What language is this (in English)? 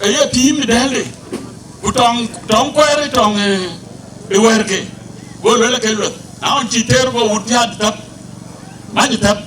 Dinka